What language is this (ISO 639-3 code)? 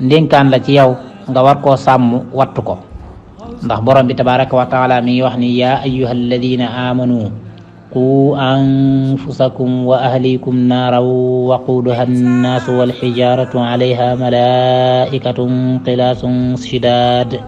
wol